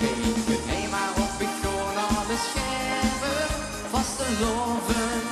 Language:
Limburgish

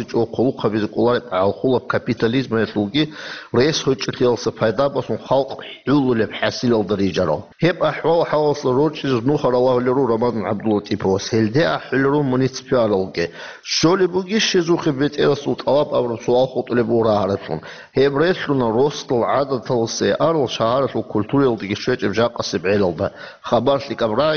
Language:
Avaric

